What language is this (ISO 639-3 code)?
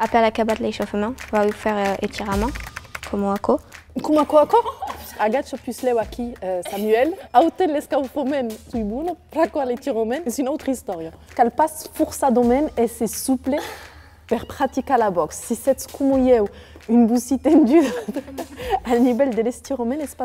oci